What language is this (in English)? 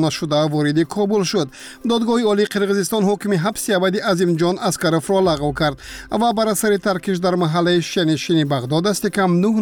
Tajik